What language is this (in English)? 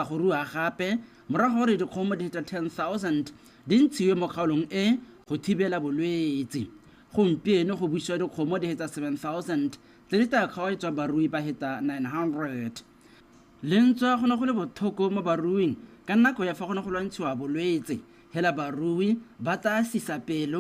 Tswana